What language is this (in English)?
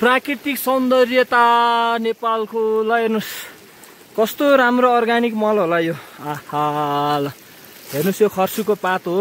Nepali